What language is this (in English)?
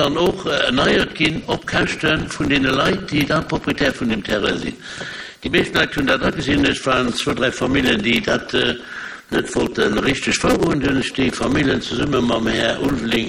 Luxembourgish